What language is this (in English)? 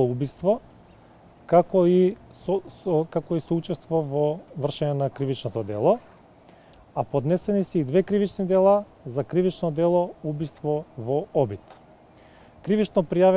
Macedonian